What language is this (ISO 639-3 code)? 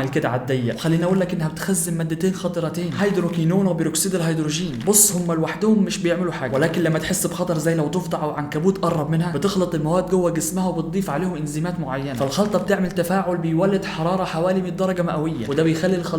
arz